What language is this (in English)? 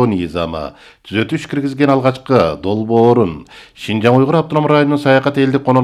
Kyrgyz